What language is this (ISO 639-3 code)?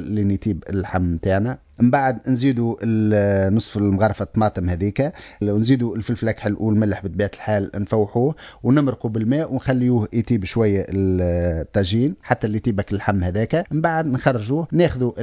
aeb